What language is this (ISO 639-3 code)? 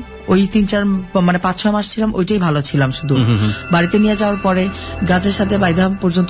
ben